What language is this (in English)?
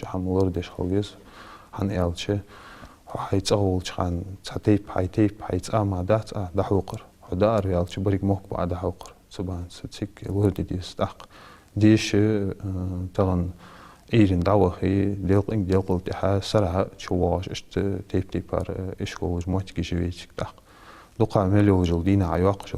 Ingush